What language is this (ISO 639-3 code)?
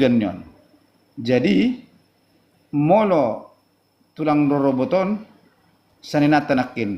bbc